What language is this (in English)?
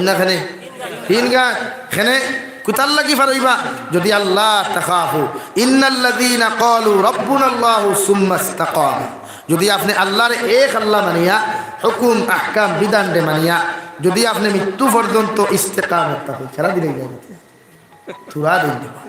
Sylheti